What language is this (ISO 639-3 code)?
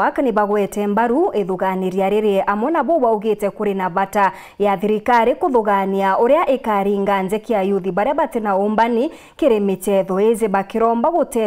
mer